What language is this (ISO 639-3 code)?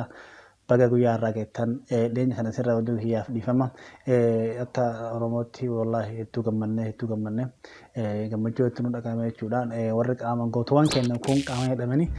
orm